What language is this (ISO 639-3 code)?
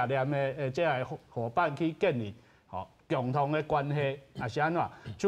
nan